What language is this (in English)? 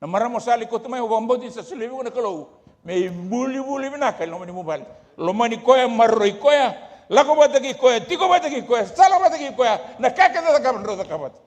Fijian